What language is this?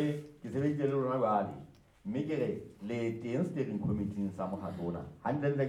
Southern Sotho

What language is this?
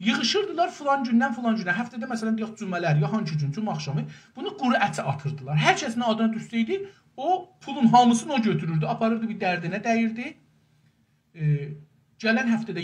South Azerbaijani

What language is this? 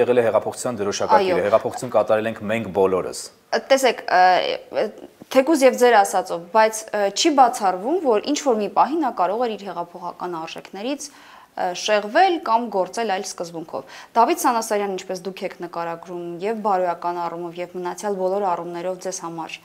Armenian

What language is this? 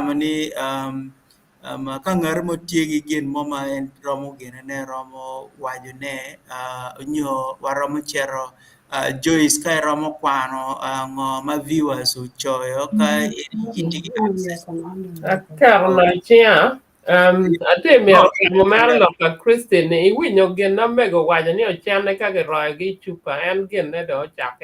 Acoli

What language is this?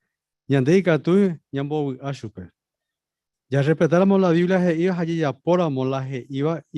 Guarani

